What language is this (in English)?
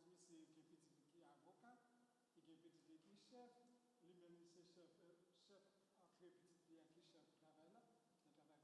Haitian Creole